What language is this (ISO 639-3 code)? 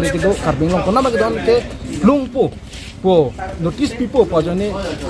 mjw